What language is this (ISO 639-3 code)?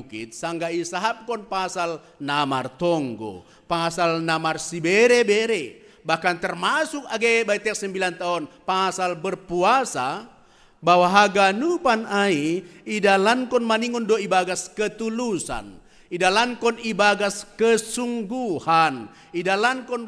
bts